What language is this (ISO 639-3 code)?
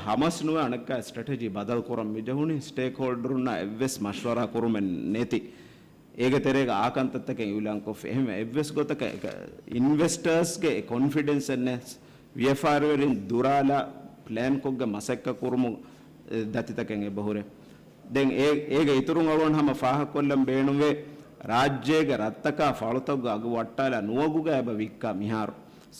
div